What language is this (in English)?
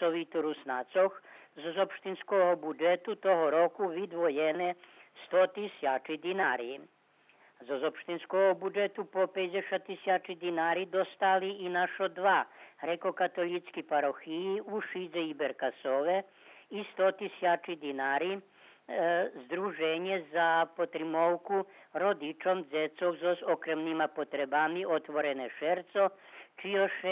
Rusyn